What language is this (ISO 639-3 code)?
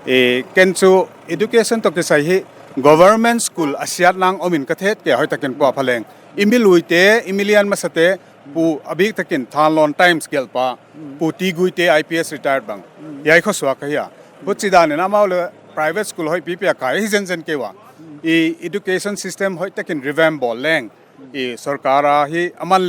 pck